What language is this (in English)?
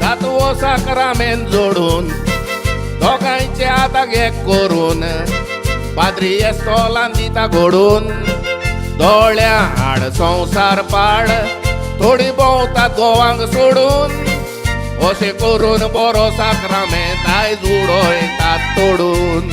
Konkani